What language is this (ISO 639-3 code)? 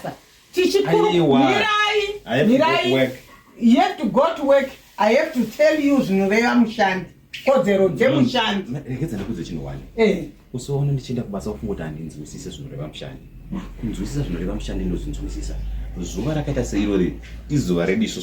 sna